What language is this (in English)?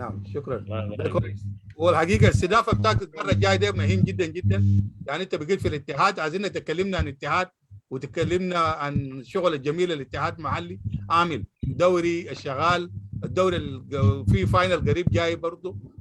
Sudanese Arabic